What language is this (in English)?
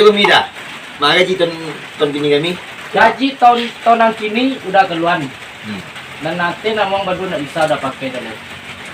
Minangkabau